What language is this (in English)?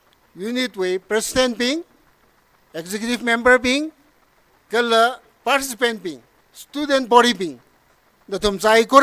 Tangkhul Naga (India)